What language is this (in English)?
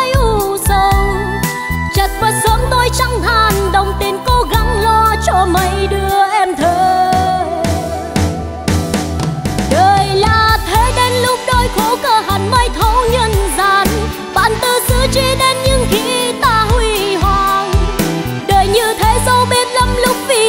Vietnamese